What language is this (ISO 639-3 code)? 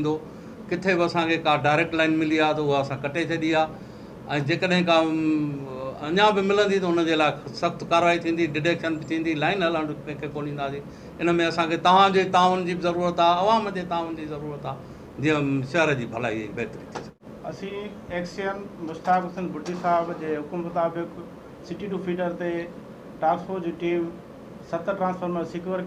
snd